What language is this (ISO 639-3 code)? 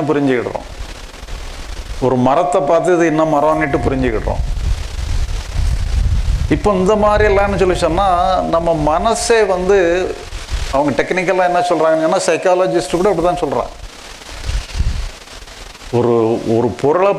tam